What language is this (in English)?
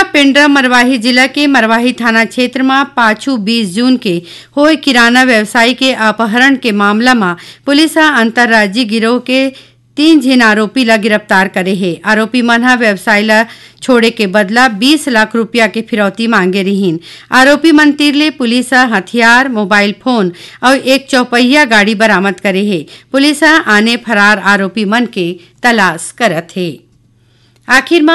Chhattisgarhi